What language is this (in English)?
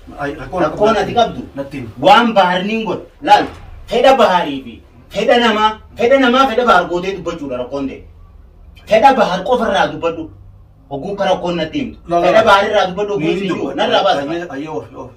Oromo